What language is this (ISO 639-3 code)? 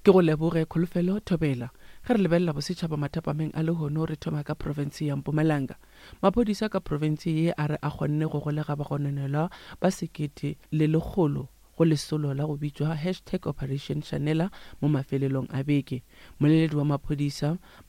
nso